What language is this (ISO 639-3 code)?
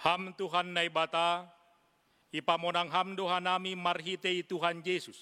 bts